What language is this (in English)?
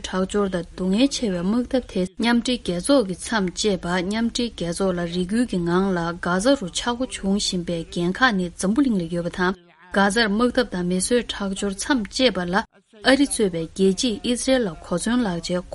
Tibetan